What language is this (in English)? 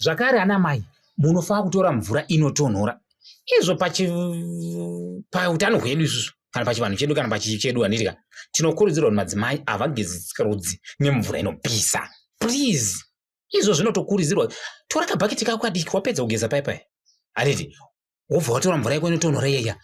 Shona